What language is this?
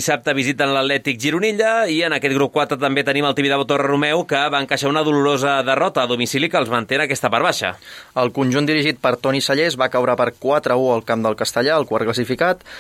Catalan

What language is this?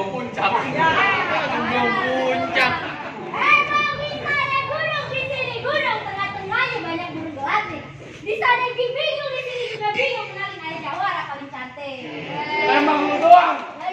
Betawi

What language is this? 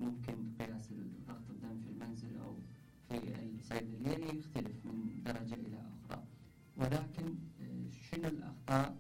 Mesopotamian Arabic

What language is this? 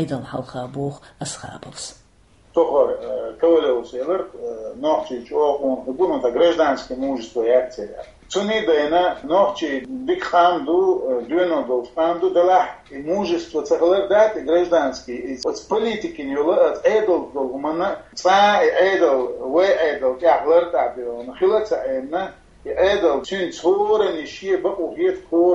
Chechen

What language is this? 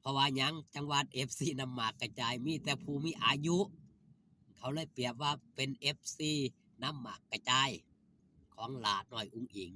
Northeastern Thai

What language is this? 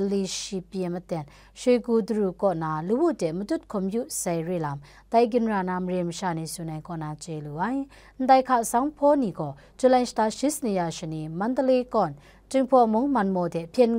Kachin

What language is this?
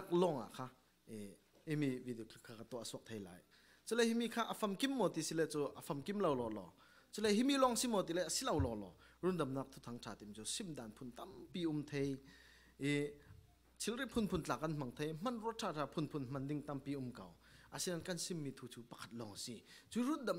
Falam Chin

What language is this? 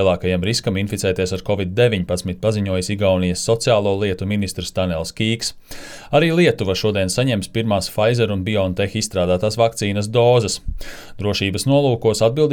Latvian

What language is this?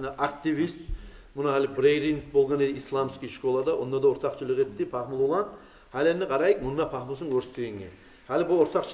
Kumyk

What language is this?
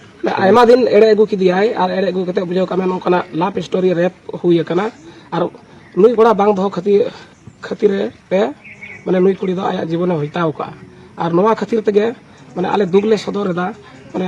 Santali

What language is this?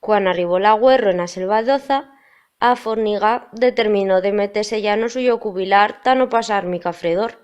Aragonese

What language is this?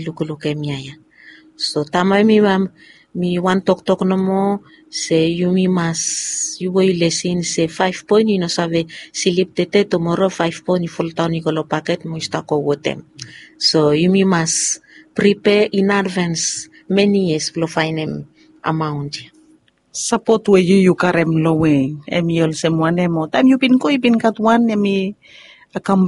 Bislama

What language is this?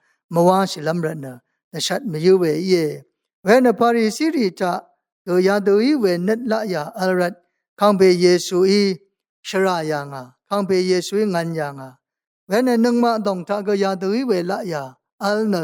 Rawang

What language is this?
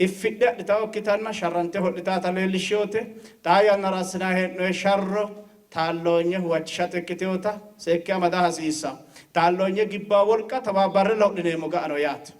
Sidamo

